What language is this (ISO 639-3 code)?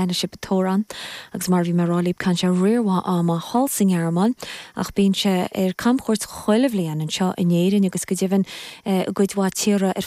gle